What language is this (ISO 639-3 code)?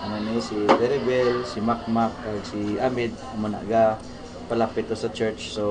hil